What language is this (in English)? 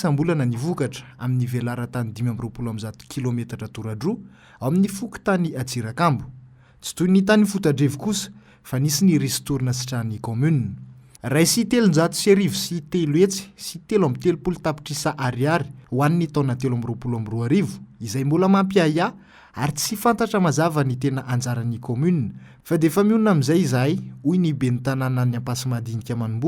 Malagasy